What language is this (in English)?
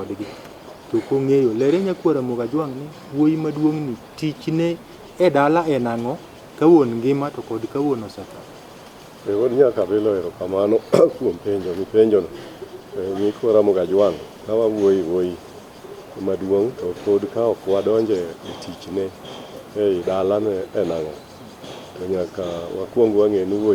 Luo (Kenya and Tanzania)